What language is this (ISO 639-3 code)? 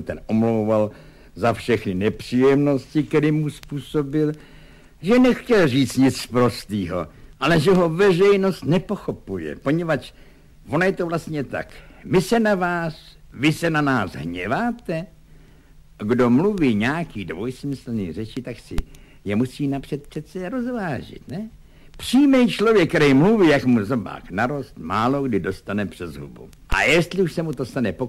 ces